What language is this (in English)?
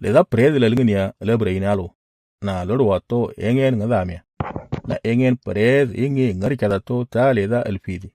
Moro